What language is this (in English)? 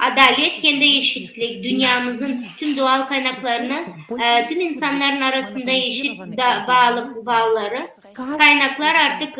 Gagauz